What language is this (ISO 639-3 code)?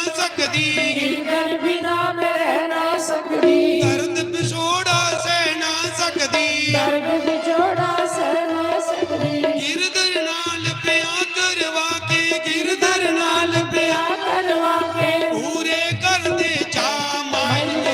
doi